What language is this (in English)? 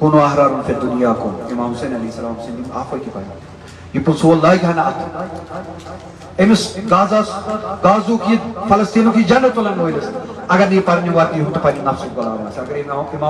Kashmiri